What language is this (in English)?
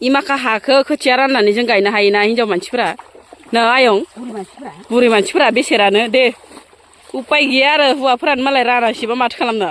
Bodo